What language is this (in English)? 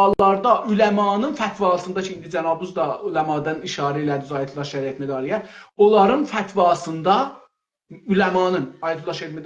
South Azerbaijani